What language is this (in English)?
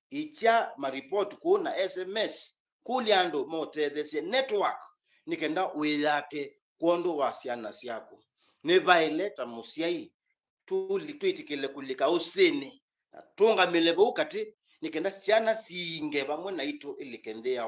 Kamba